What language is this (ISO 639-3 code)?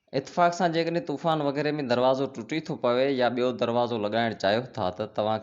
snd